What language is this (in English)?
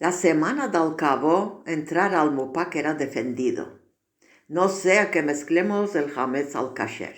Ladino